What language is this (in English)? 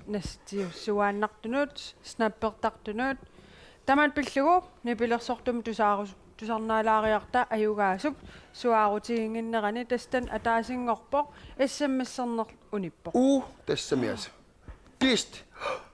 Kalaallisut